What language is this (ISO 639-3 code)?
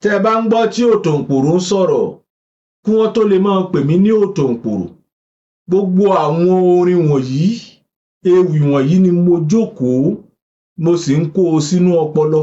yor